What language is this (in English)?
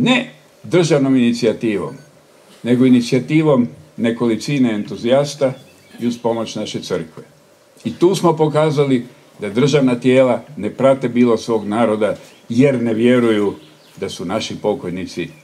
Croatian